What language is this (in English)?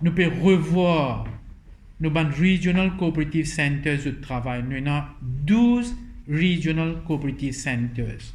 Morisyen